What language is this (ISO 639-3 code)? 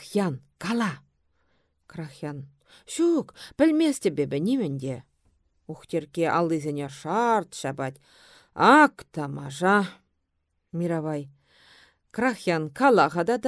chv